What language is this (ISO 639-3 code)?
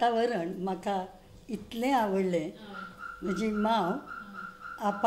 kok